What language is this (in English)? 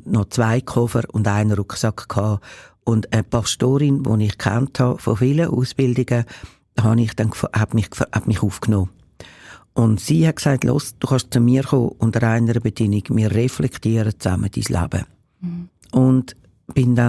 Swiss German